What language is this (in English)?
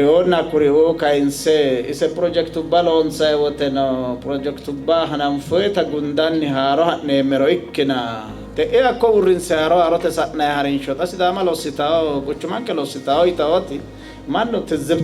Sidamo